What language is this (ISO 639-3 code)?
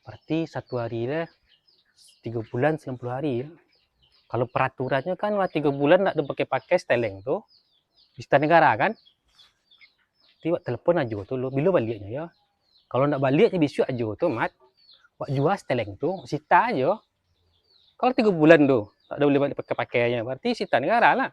min